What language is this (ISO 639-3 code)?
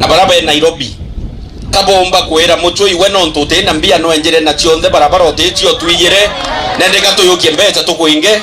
mer